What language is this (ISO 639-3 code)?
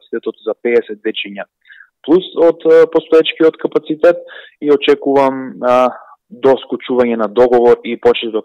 mkd